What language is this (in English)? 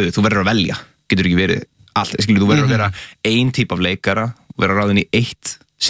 Icelandic